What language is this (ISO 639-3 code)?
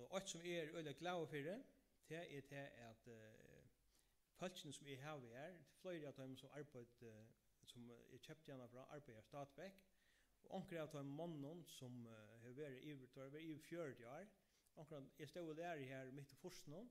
fao